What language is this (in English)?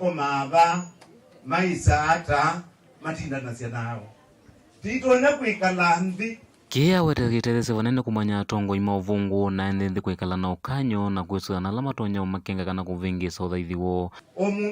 Kamba